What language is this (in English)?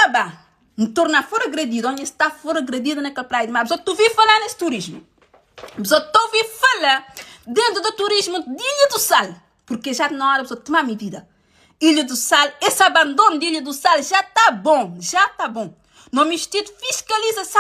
Kabuverdianu